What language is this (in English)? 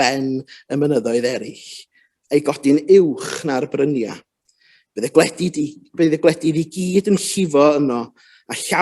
Welsh